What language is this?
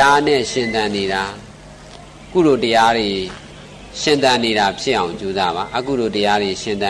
Burmese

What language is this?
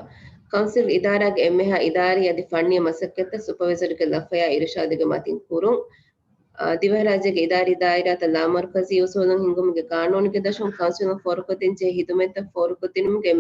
Divehi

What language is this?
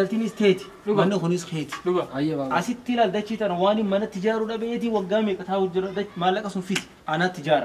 Oromo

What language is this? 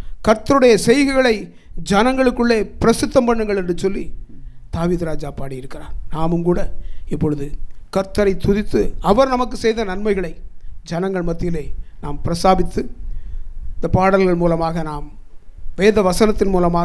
Tamil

